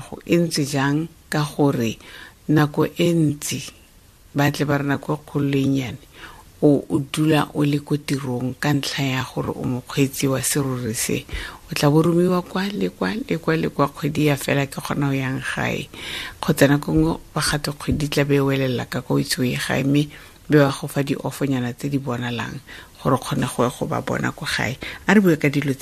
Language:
Tswana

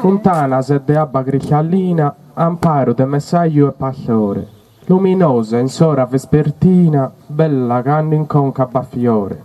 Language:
Sardinian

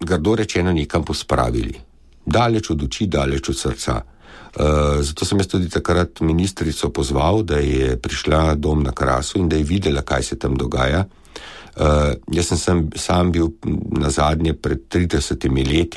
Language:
Slovenian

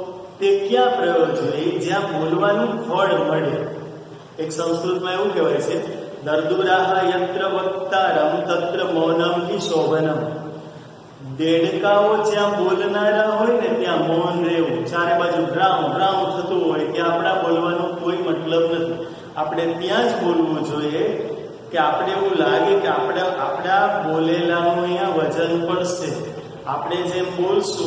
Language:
Gujarati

